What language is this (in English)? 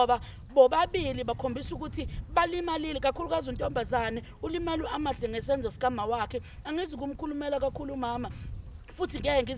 Zulu